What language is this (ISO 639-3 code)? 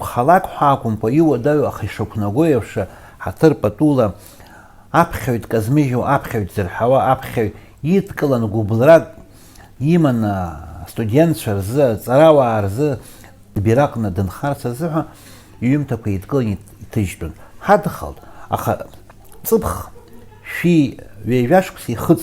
abk